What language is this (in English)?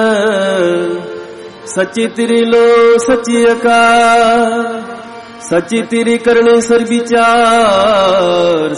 Punjabi